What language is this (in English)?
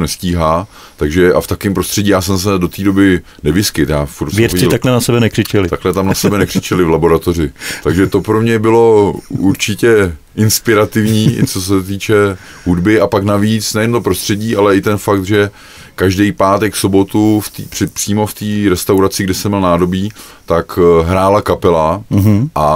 Czech